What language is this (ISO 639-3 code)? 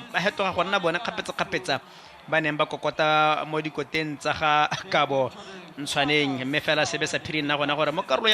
tsn